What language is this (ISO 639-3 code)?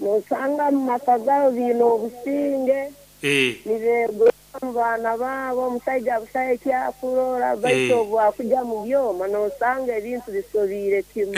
nyn